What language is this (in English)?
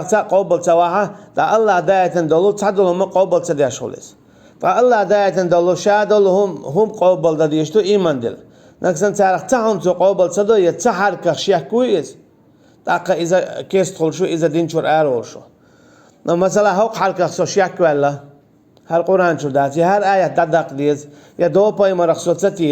Chechen